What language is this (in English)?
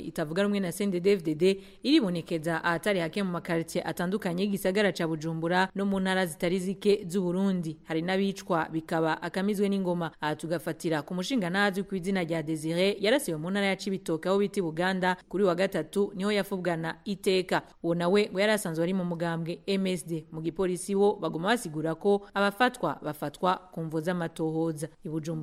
Rundi